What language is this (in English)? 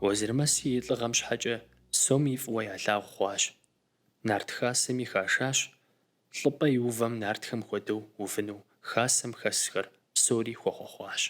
Kabardian